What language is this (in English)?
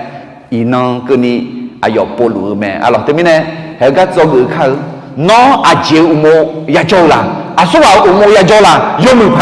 Akha